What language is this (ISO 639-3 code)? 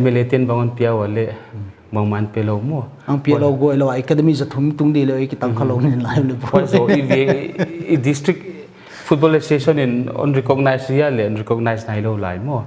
pck